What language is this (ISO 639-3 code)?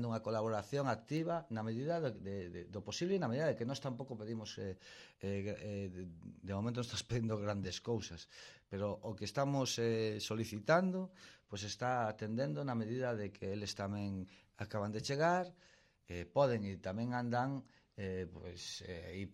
glg